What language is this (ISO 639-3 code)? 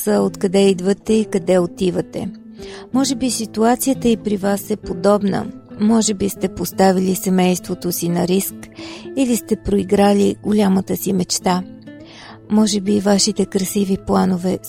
bul